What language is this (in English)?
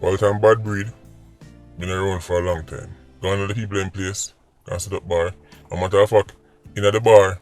Jamaican Creole English